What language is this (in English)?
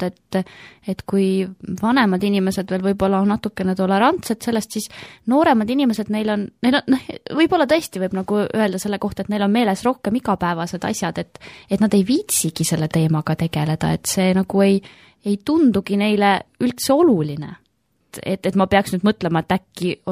Estonian